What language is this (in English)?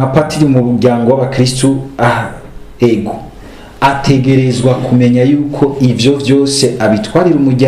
Rundi